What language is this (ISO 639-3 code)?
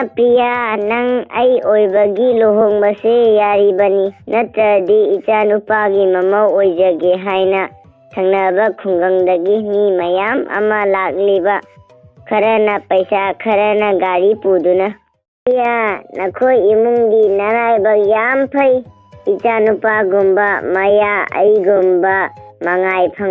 mni